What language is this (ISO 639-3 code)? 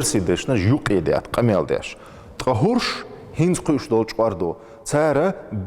che